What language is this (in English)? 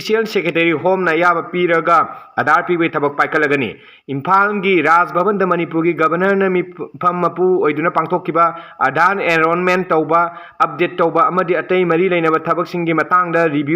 Manipuri